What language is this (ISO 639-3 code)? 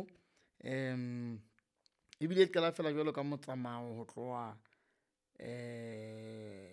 sot